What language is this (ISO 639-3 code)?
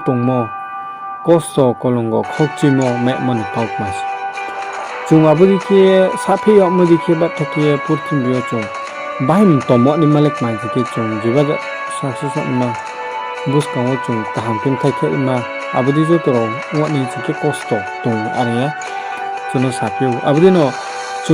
ria